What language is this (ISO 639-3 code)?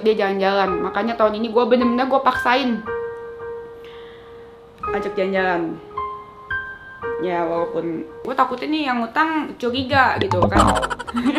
ind